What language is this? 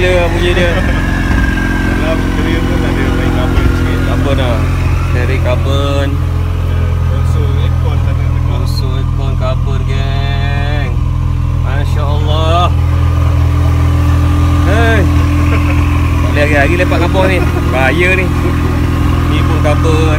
Malay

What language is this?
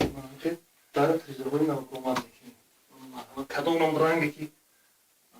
Tajik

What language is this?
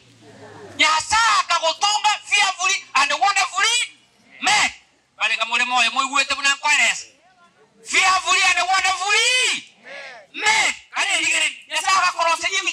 Gusii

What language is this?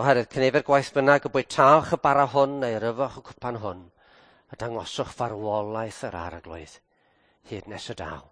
Welsh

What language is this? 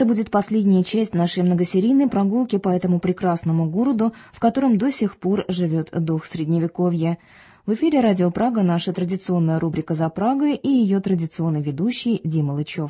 Russian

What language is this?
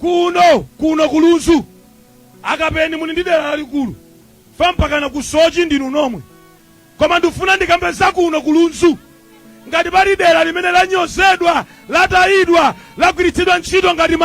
Nyanja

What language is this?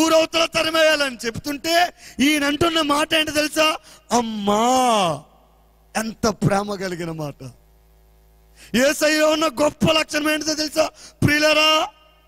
Telugu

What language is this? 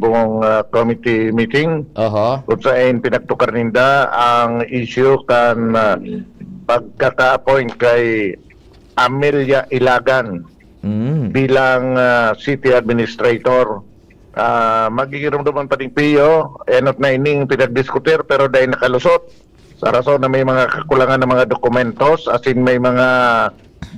Bikol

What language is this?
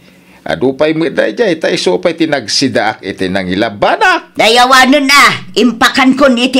Iloko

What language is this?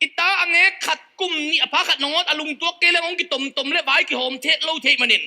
Tedim Chin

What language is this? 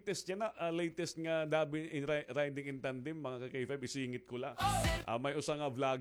Waray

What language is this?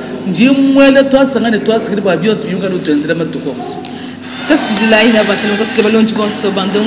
Luba-Lulua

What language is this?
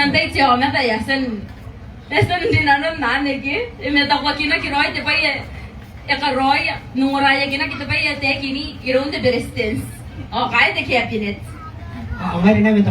Gilbertese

